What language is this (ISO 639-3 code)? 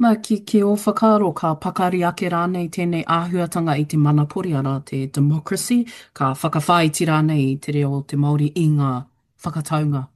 mri